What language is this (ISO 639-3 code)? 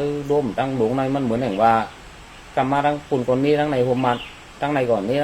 shn